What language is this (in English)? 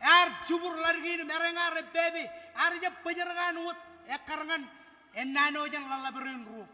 Marshallese